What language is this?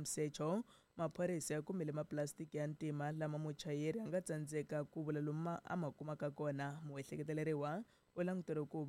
Tsonga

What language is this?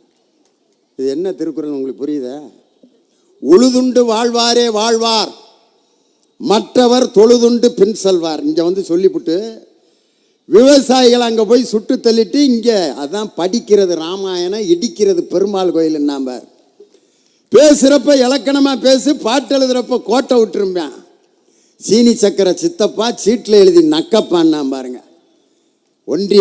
Tamil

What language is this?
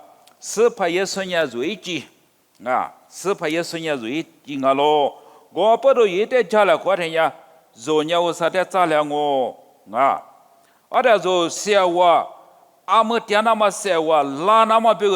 Lisu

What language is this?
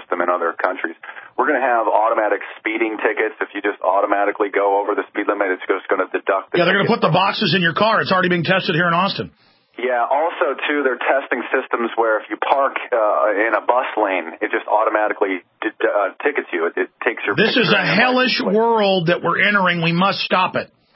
English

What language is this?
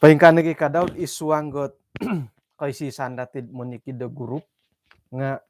Central Dusun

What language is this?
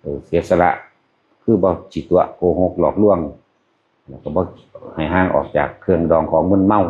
Northeastern Thai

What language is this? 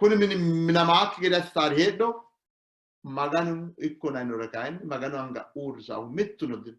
Sidamo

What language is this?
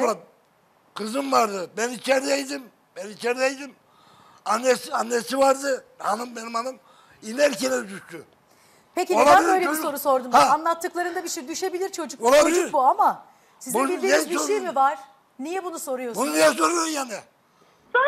Turkish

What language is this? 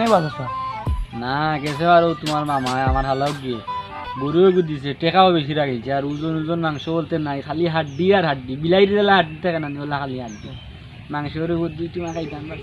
Sylheti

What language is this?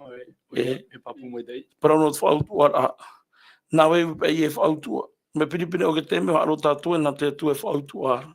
Tahitian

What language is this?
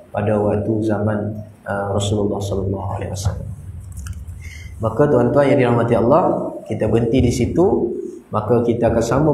Malay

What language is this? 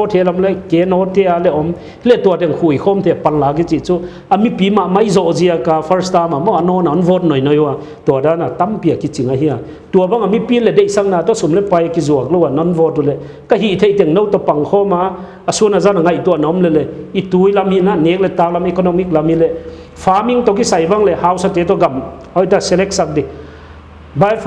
Paite Chin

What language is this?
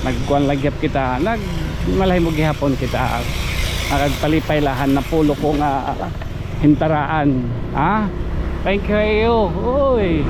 Waray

